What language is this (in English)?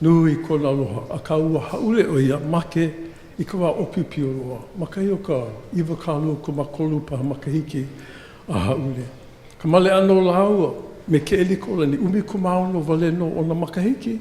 Hawaiian